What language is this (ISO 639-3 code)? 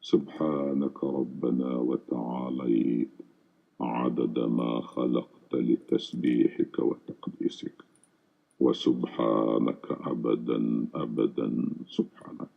uig